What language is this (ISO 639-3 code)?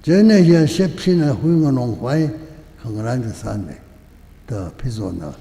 nmf